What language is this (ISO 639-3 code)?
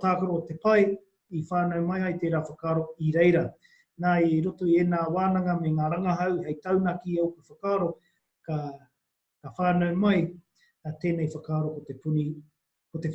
mri